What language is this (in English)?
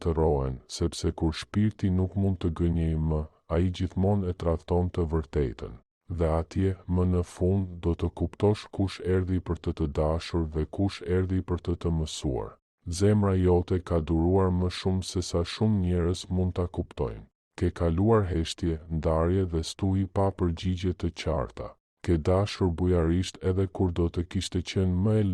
Albanian